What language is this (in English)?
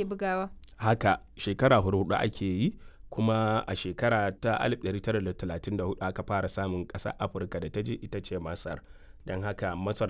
Hausa